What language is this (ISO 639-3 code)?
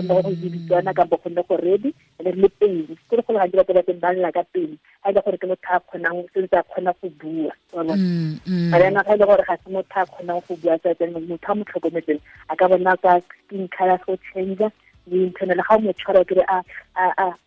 tsn